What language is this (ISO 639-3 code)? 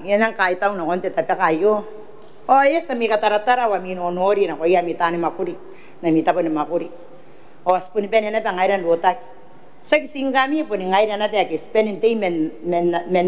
gil